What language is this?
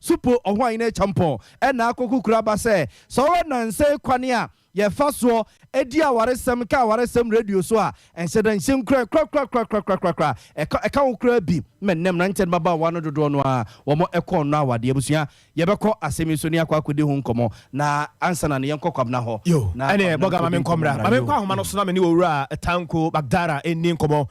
Akan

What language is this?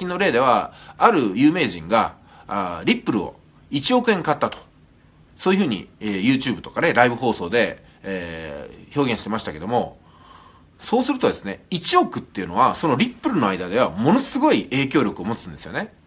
Japanese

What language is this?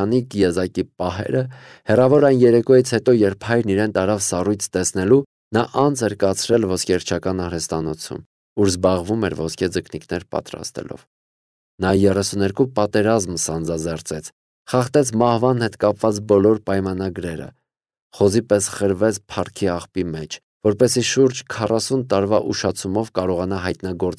Armenian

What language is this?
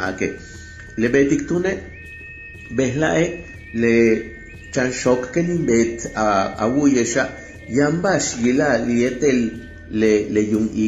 Yucateco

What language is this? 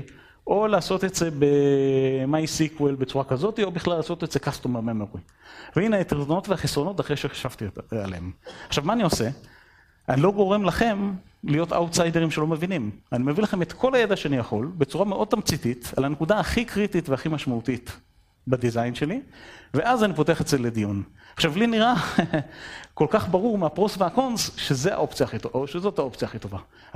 Hebrew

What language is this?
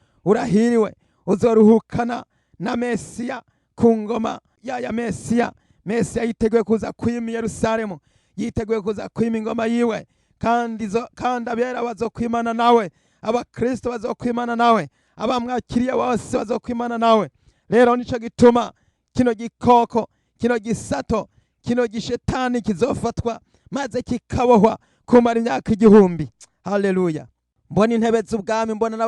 Rundi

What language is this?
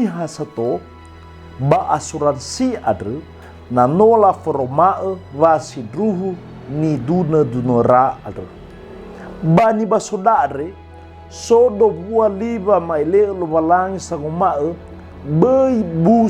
Nias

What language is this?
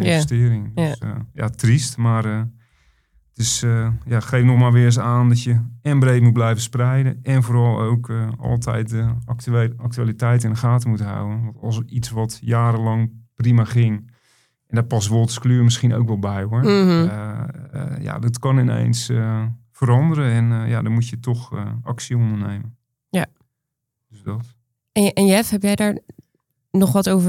Dutch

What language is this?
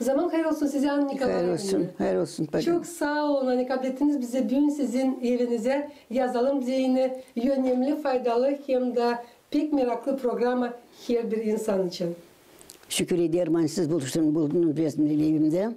Gagauz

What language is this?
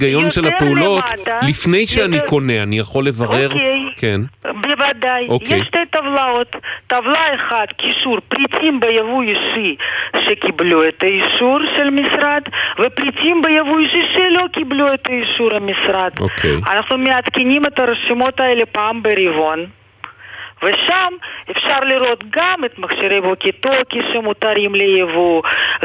Hebrew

